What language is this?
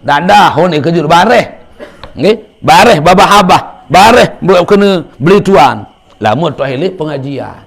Sasak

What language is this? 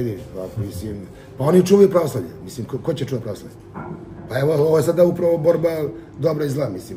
Serbian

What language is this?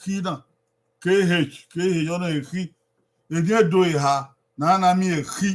Bini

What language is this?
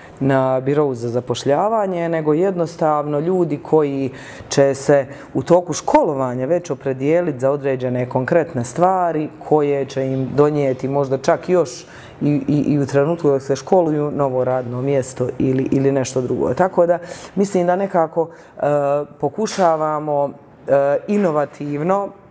Bosnian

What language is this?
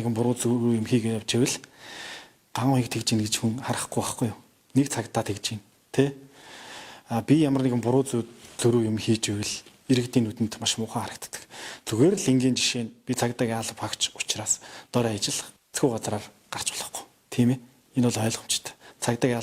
Mongolian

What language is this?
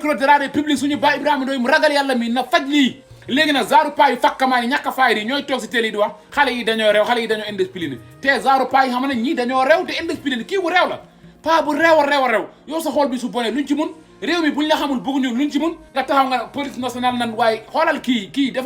Wolof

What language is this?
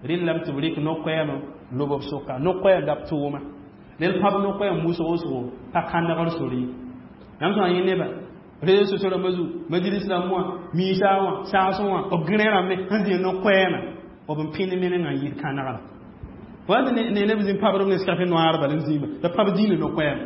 Mossi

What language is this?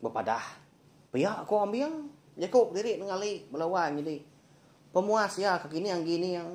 Iban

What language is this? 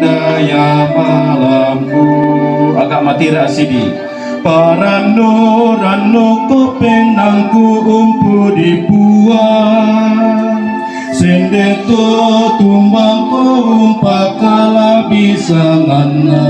Toraja-Sa'dan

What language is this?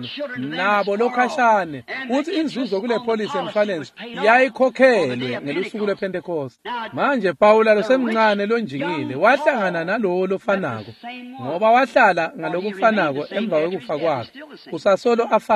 Swati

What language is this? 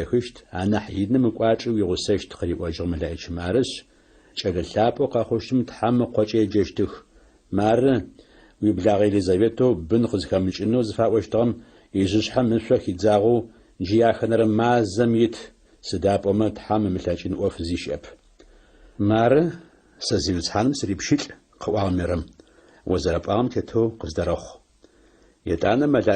Adyghe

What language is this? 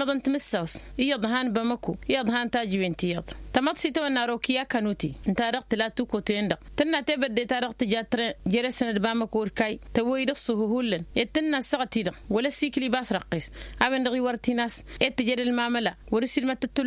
Tamasheq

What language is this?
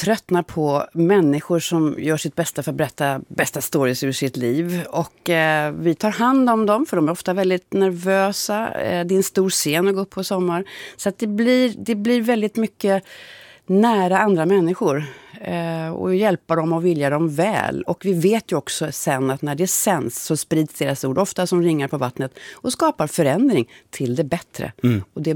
Swedish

